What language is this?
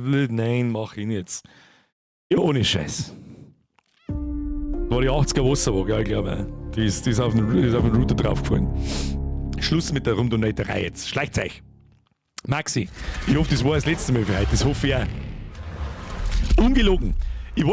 Bavarian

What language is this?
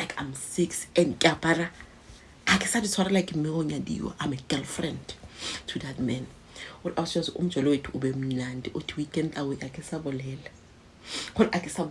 Zulu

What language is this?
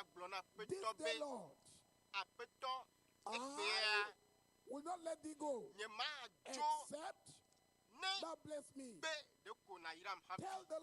Ewe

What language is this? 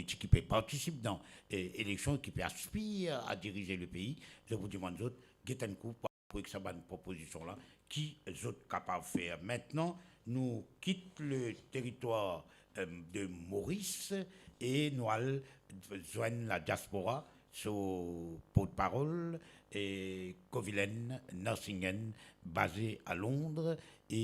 Morisyen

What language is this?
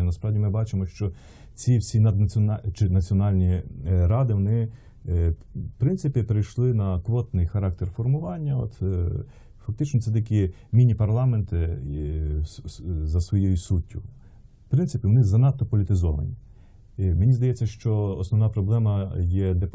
Ukrainian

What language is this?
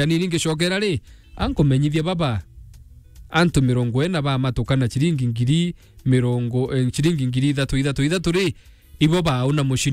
Meru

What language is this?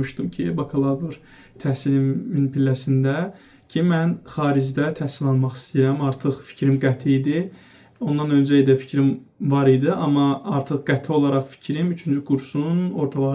Azerbaijani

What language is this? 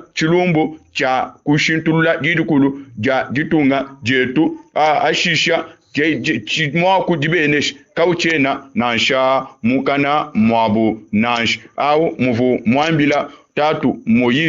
Luba-Lulua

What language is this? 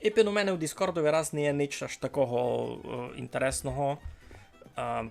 Rusyn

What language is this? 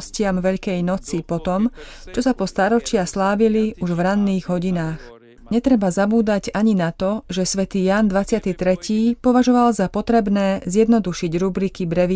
Slovak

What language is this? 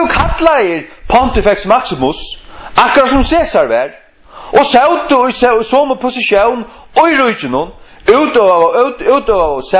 Faroese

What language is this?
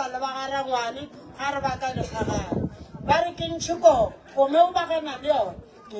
Northern Sotho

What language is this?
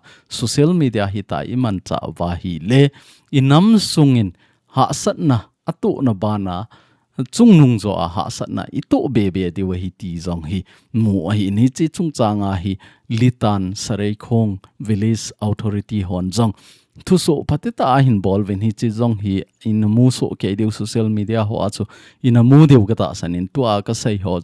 Thado Chin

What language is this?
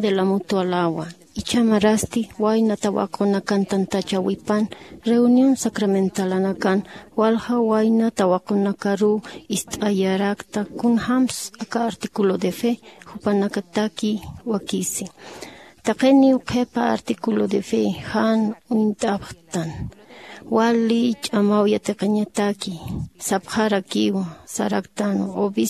Aymara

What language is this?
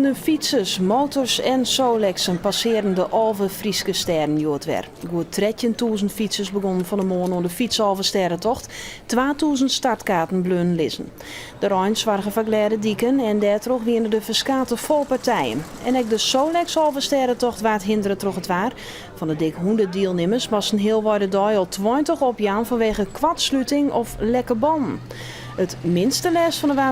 Western Frisian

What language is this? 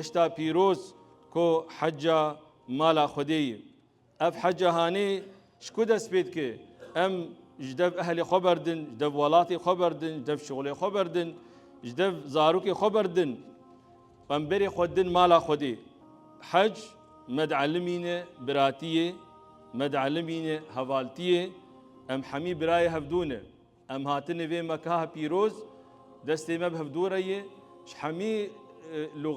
Kurdish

